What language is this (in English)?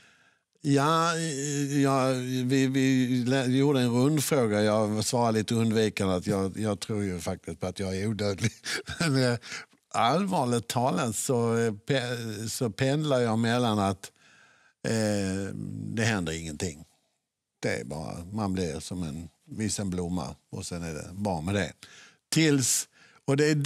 Swedish